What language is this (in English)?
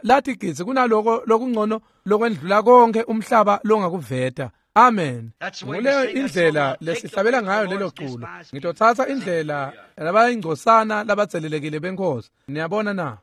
Swati